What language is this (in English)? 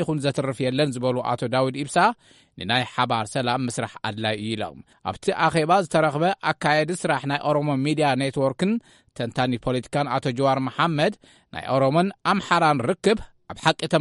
Tigrinya